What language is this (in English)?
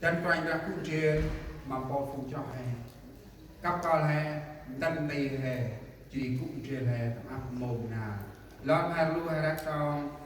Central Mnong